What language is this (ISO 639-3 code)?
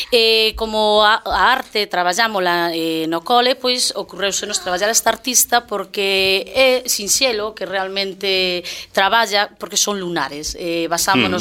glg